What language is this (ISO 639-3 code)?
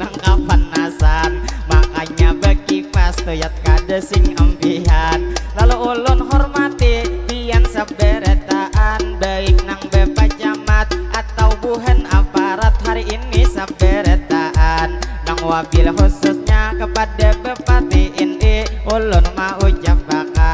bjn